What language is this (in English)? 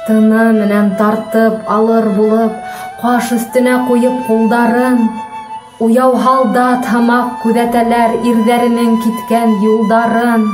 Bashkir